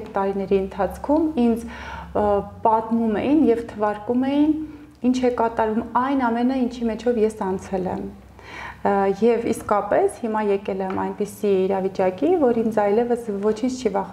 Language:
Armenian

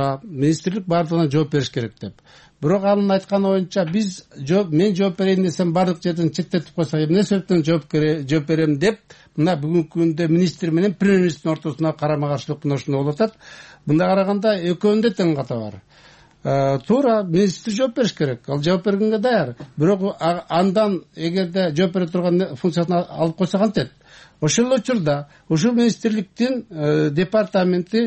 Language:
Kyrgyz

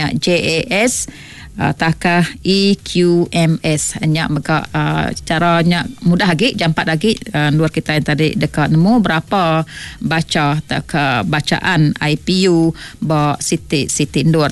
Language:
Iban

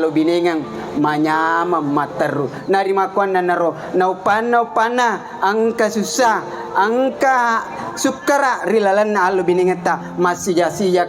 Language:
Buginese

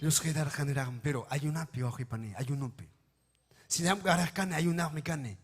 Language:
Ayacucho Quechua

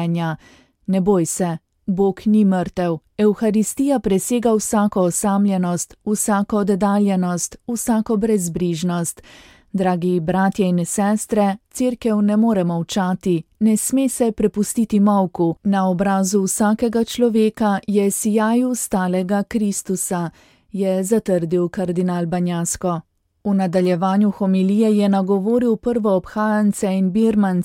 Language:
Slovenian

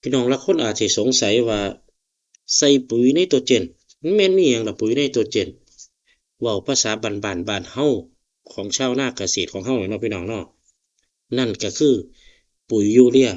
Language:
Northeastern Thai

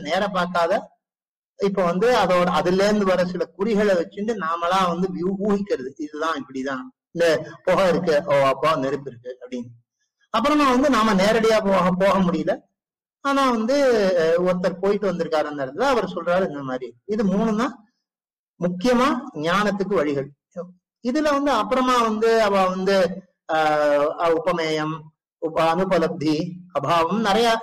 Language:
Tamil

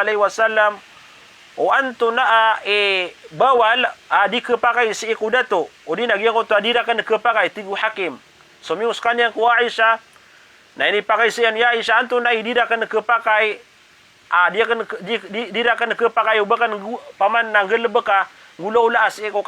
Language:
Maranao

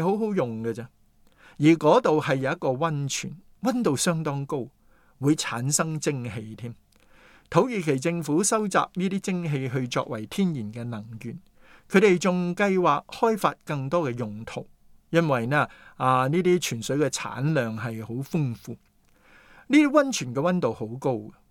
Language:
Cantonese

